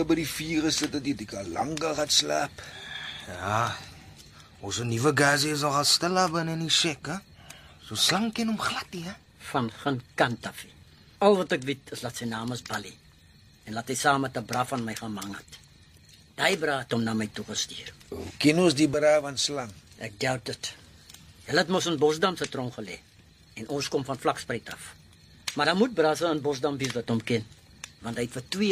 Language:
Afrikaans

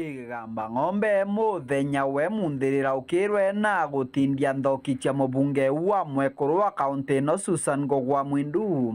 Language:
Meru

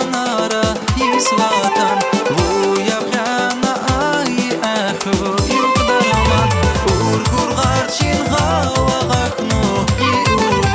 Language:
Tabassaran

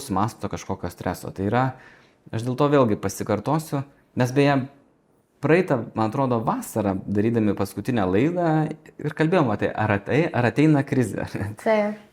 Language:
Lithuanian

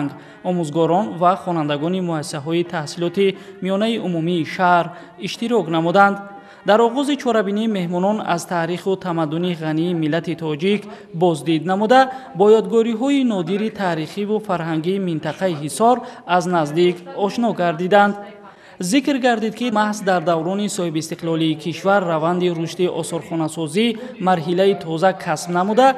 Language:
Tajik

